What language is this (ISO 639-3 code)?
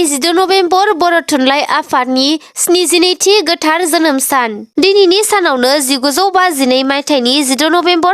brx